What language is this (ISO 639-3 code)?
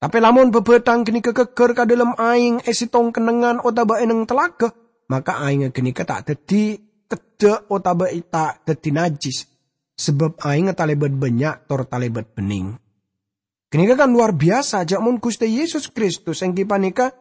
mad